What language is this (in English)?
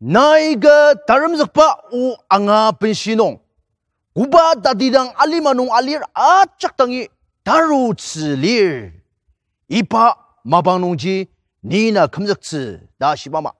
Ao Naga